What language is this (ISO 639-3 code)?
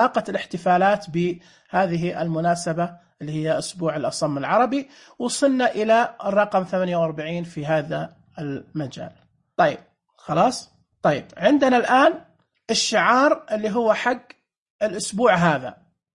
ars